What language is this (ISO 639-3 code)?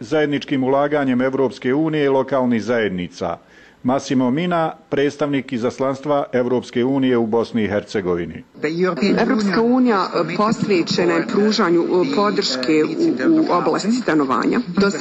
bos